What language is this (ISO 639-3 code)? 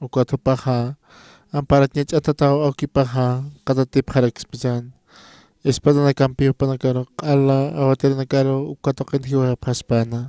aym